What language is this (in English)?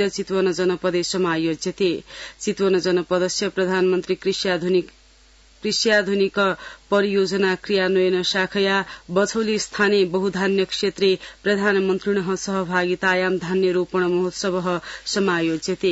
Sanskrit